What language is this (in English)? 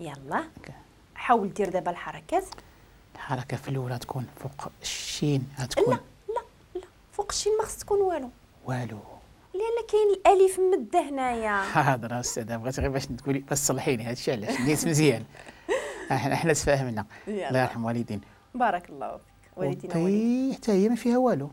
Moroccan Arabic